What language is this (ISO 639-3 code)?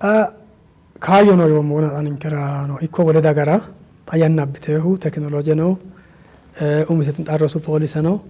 sid